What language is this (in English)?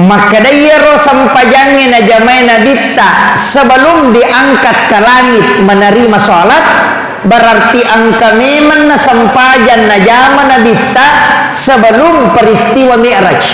Buginese